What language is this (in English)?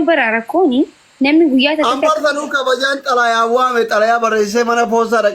Oromo